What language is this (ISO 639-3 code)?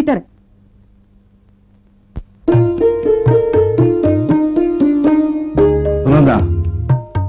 kan